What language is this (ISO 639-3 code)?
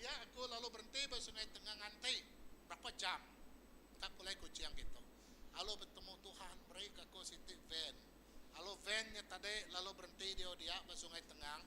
iba